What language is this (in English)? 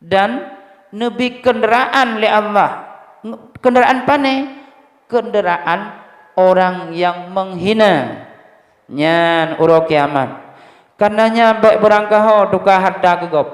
Achinese